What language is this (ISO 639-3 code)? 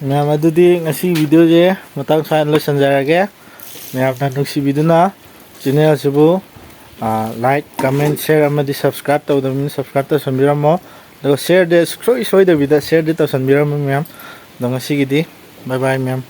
mni